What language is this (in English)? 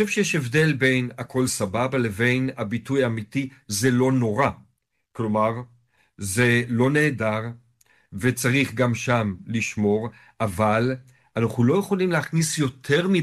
Hebrew